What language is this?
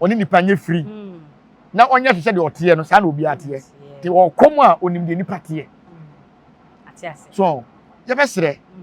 Akan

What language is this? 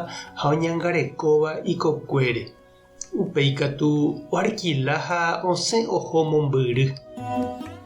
Guarani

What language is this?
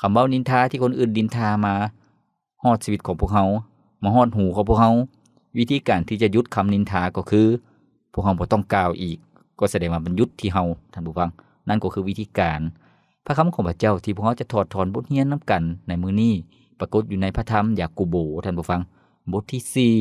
Lao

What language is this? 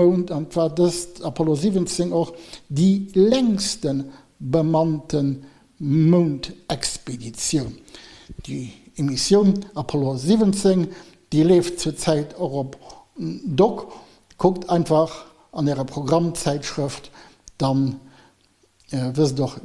Luxembourgish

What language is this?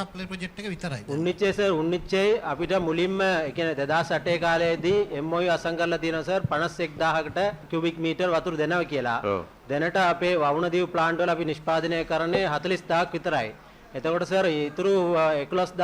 Sinhala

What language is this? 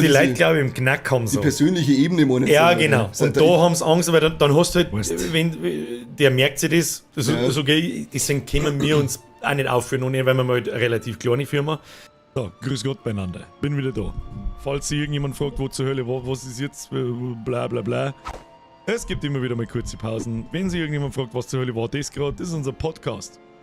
Bavarian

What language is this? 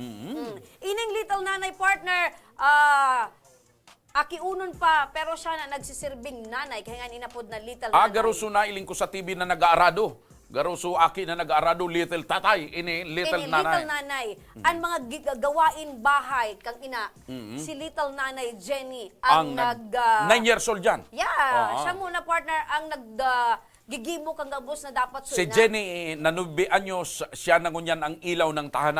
Bikol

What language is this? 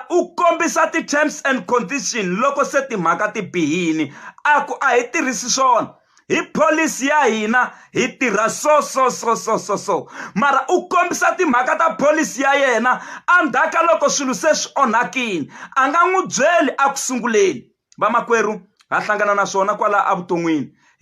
Tsonga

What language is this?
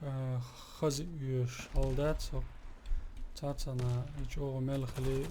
Chechen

